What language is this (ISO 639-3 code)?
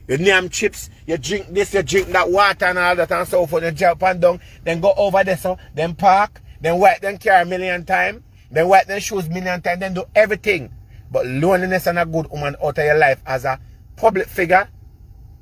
jam